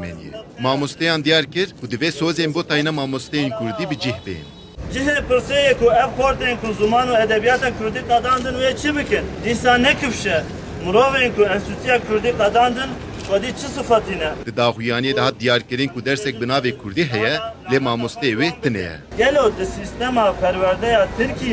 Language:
Kurdish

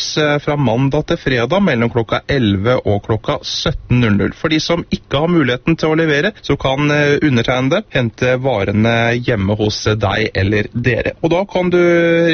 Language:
Norwegian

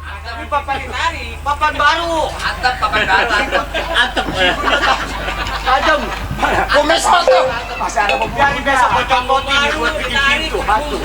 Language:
Betawi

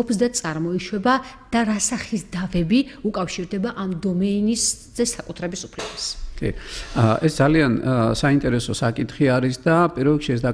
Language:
Georgian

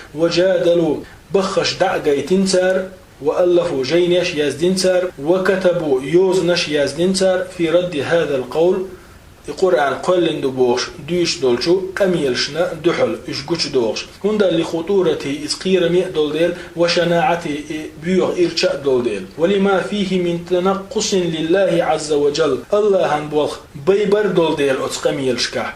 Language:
Chechen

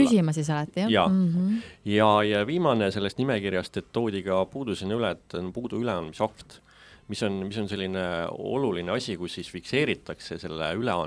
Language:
Estonian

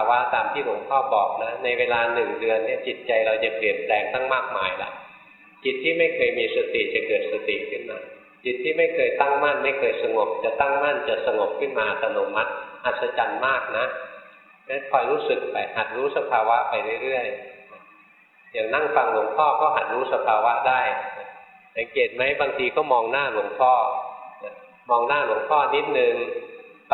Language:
Thai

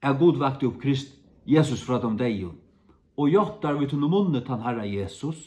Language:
Faroese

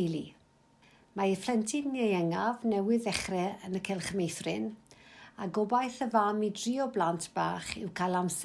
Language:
Welsh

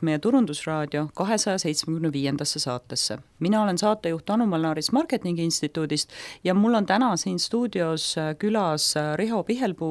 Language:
Estonian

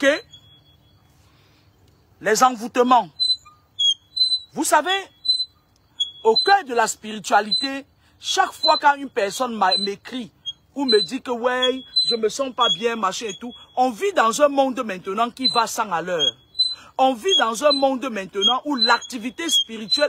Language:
French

